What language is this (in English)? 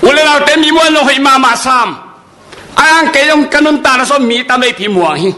Tedim Chin